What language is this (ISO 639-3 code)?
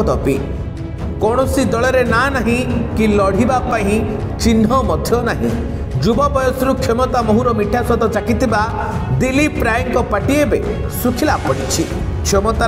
ori